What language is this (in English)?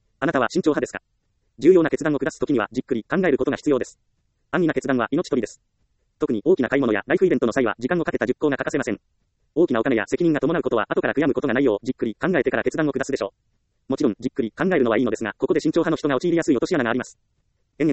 Japanese